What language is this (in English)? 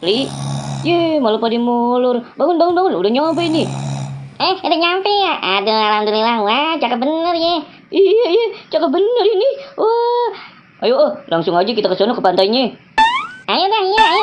Betawi